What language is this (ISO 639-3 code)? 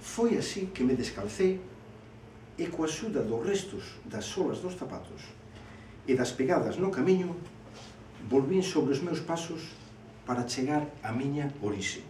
glg